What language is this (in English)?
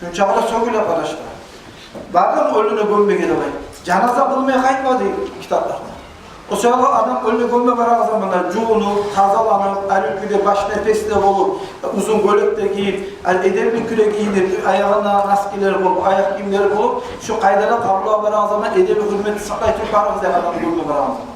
Kumyk